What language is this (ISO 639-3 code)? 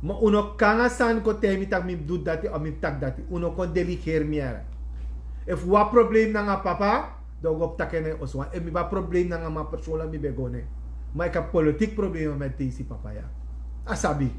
srn